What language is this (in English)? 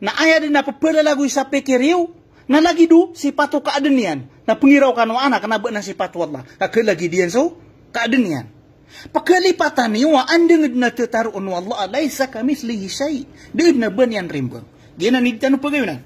Maranao